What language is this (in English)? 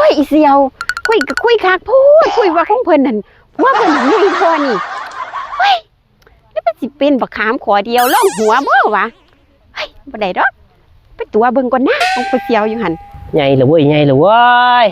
Northeastern Thai